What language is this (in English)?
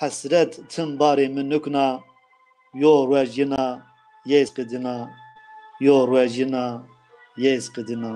Zaza